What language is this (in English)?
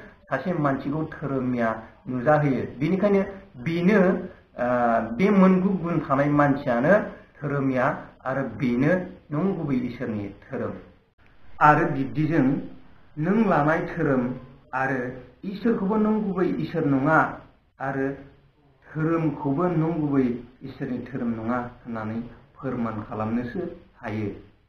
Bodo